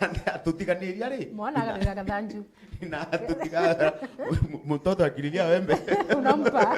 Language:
Meru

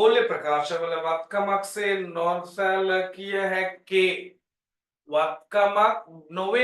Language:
Sinhala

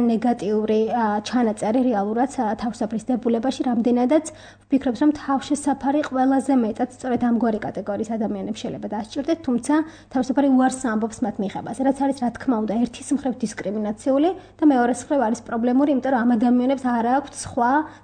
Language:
Georgian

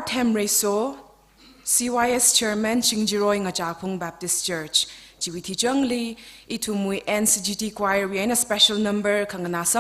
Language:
Tangkhul Naga (India)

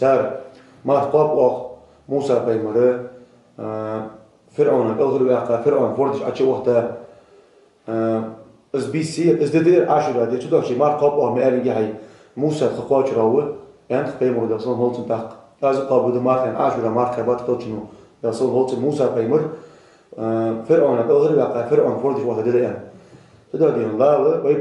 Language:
Ingush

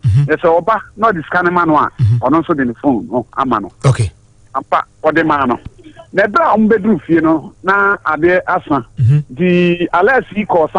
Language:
Akan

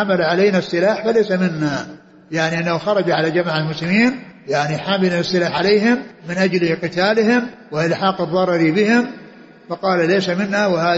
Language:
Arabic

